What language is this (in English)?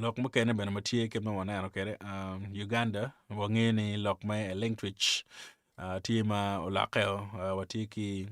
Acoli